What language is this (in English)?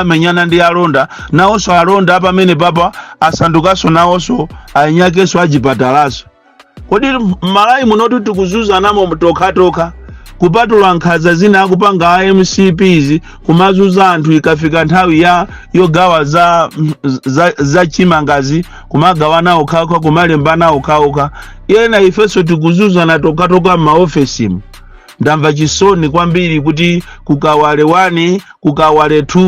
Nyanja